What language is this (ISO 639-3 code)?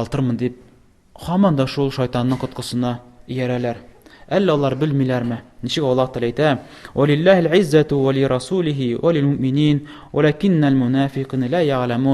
tat